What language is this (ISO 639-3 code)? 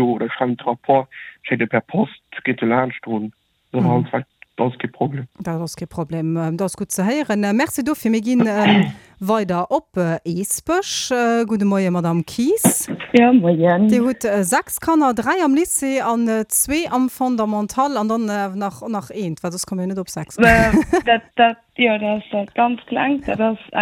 ltz